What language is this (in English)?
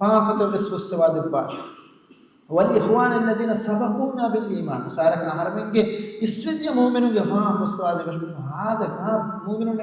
Divehi